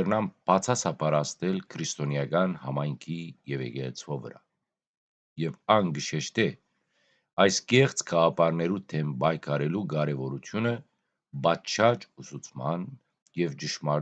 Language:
Western Armenian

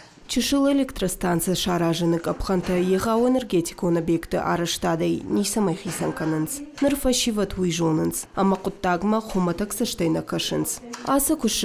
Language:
Ossetic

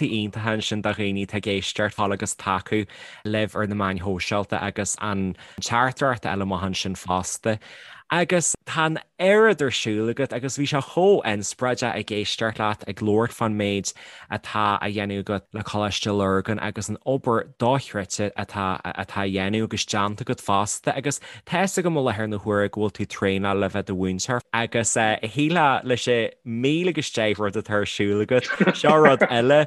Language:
Irish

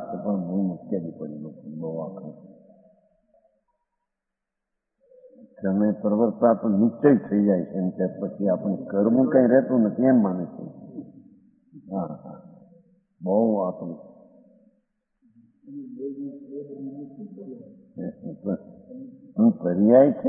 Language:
Gujarati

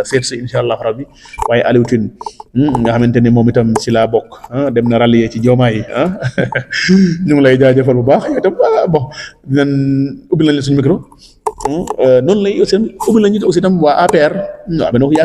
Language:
Wolof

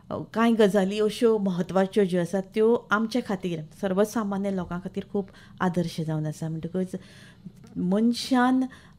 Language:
Konkani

